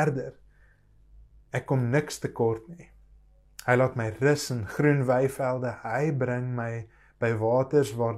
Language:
Afrikaans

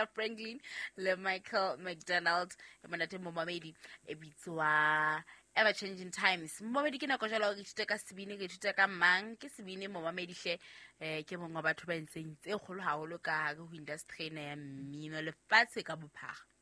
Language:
Southern Sotho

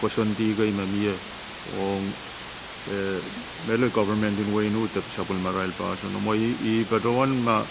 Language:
Pohnpeian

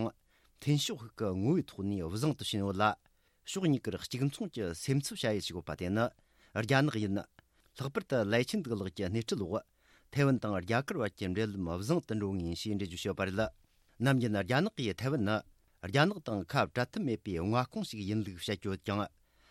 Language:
Tibetan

